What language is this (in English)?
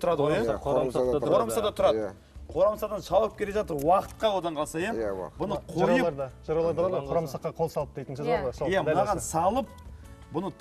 Kazakh